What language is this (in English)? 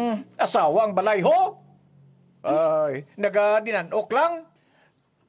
Hiligaynon